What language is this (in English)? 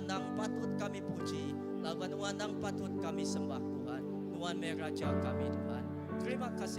Iban